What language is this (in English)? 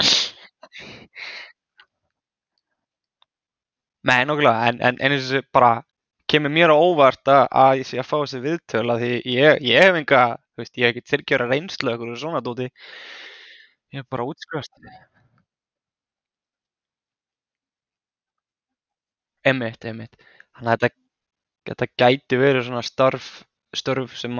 Icelandic